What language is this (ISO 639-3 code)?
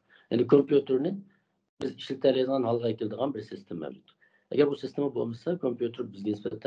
uig